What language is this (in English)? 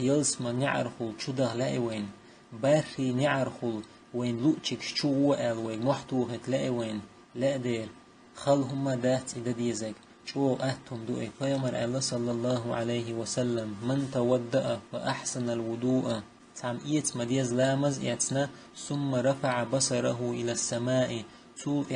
Chechen